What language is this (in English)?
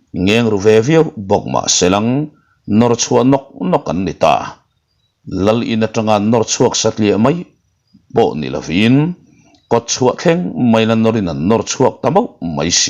Mizo